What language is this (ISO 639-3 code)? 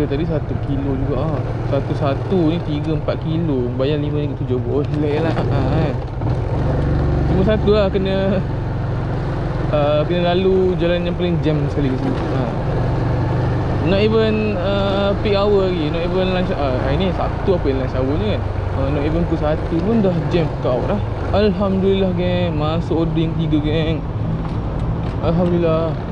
msa